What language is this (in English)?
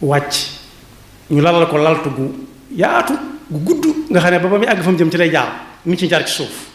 Wolof